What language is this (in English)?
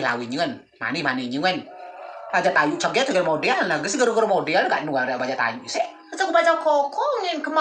Rejang